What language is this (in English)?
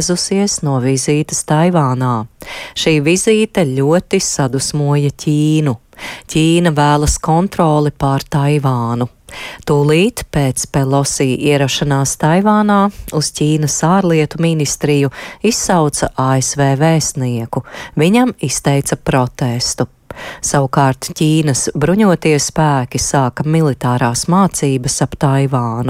Latvian